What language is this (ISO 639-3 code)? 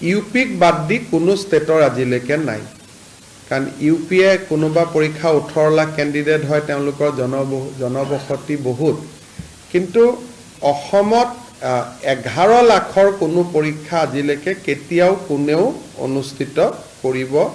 asm